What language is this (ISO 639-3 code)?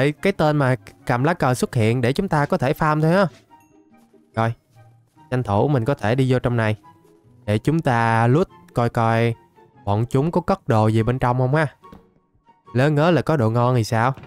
vie